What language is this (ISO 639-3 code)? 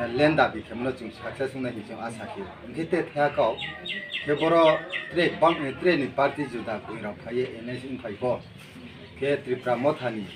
ria